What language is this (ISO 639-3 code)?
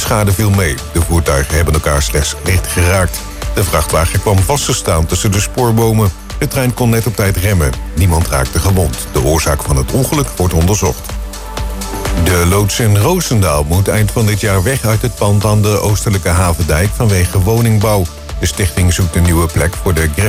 nld